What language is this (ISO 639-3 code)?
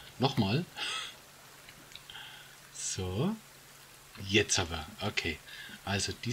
deu